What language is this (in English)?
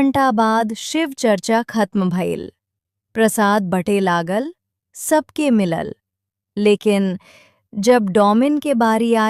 Bhojpuri